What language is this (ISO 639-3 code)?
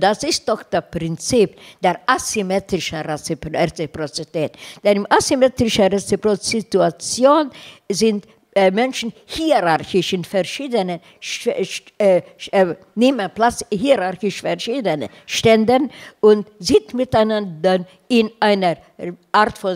deu